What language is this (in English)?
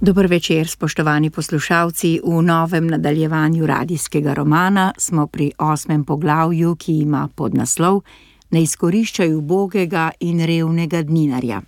Slovenian